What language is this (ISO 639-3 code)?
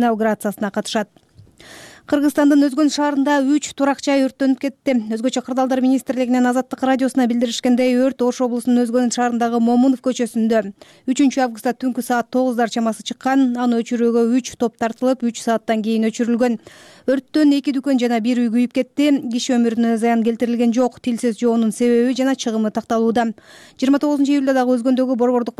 kir